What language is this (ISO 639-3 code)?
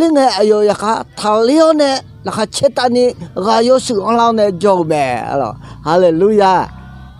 ahk